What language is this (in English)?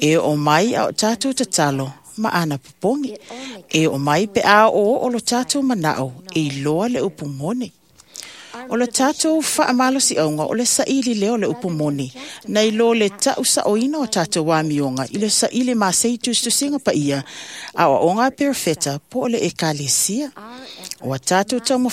Samoan